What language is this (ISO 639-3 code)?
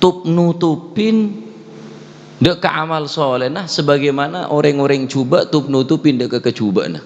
mad